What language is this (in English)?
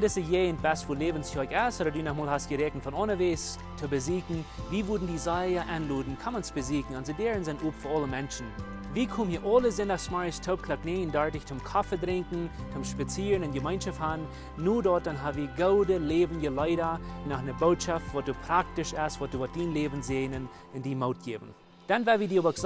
Plautdietsch